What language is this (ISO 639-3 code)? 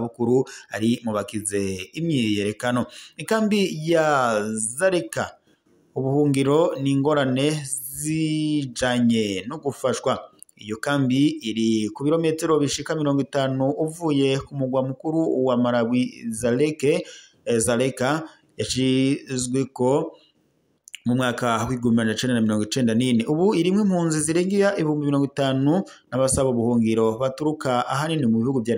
run